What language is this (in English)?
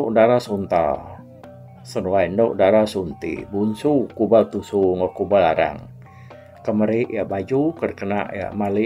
Iban